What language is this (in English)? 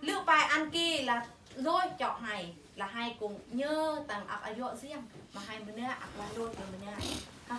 Eastern Bru